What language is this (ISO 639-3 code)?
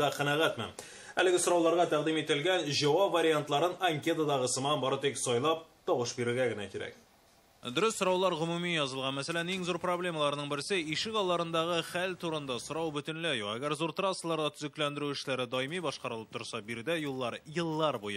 tat